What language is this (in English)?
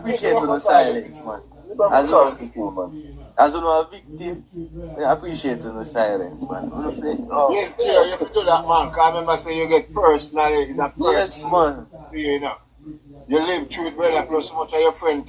Jamaican Creole English